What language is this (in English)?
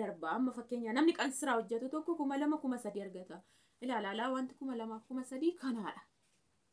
Oromo